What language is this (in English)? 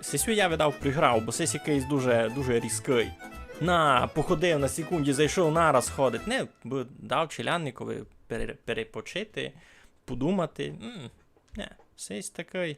Rusyn